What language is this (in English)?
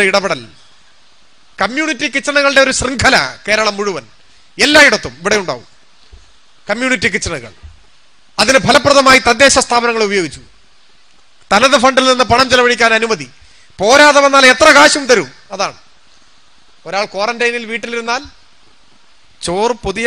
Malayalam